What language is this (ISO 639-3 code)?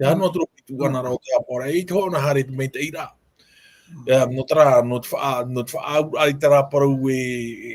tah